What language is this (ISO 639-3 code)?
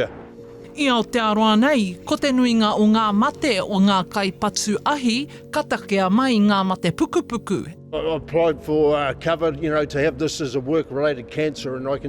mri